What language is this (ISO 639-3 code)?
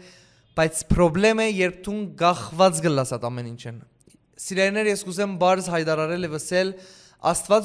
hyw